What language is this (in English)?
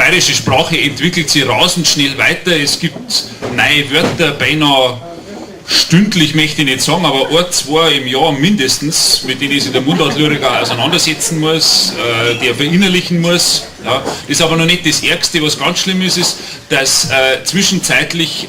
Bavarian